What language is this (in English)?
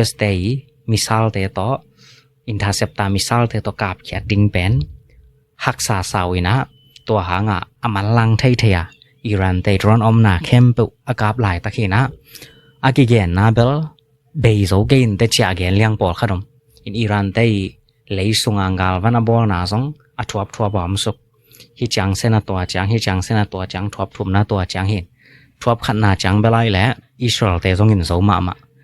Tedim Chin